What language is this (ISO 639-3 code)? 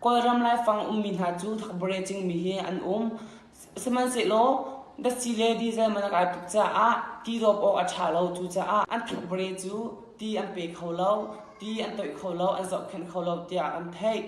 cnh